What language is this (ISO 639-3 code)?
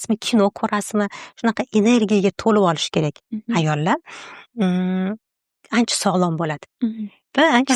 uzb